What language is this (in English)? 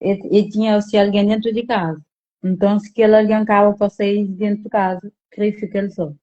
Kabuverdianu